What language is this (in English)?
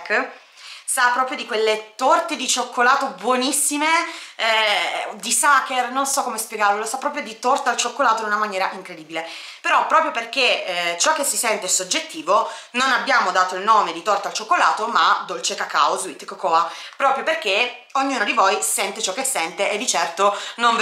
Italian